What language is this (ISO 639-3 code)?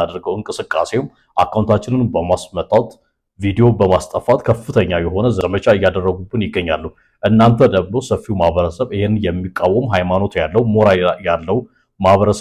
amh